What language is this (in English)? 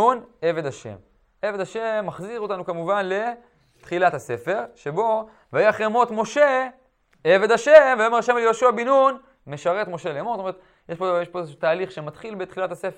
Hebrew